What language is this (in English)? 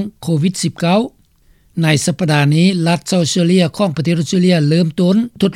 Lao